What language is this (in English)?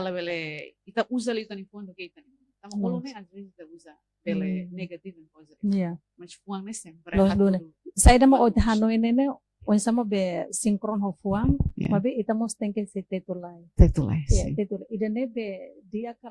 Tetum